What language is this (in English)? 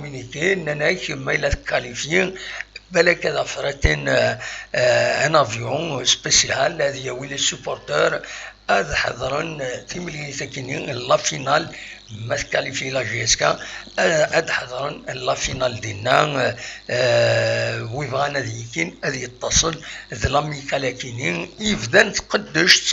Kabyle